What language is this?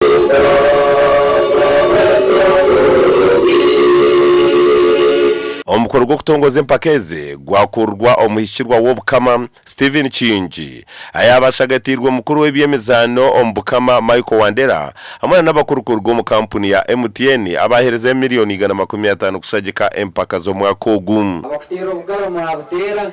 Nyankole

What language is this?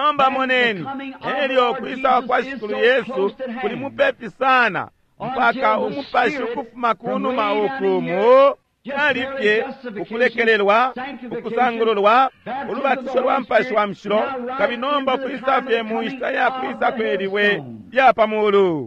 Bemba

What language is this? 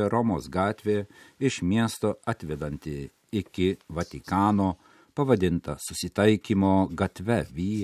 Lithuanian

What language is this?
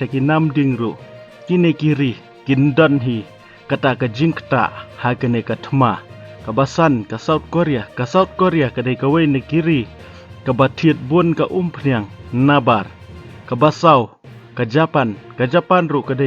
Khasi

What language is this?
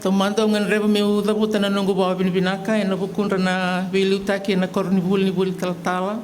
Fijian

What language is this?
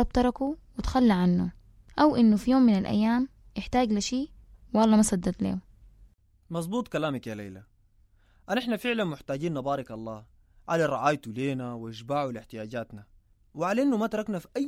Sudanese Arabic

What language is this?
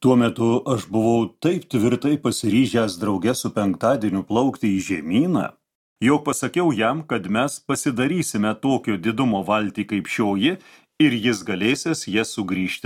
Lithuanian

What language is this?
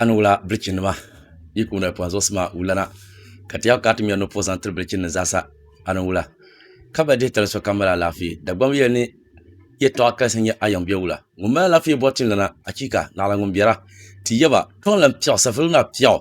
Dagbani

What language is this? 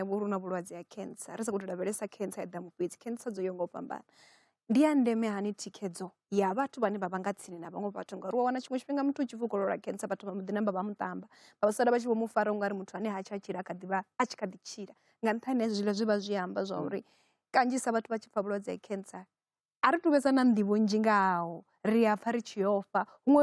Venda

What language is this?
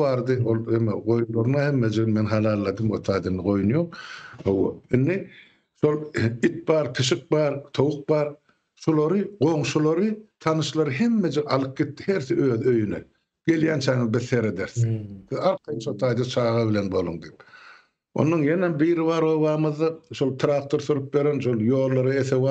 Turkmen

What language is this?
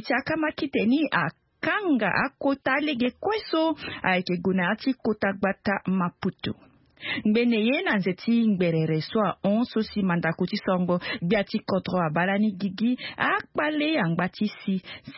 Sango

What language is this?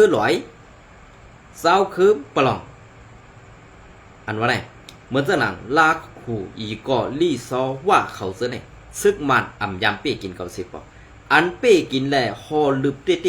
Shan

